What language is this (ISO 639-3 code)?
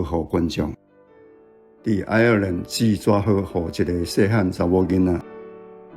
nan